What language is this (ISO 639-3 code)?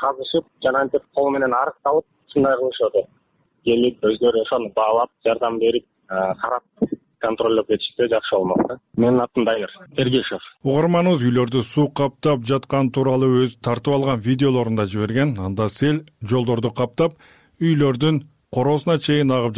kir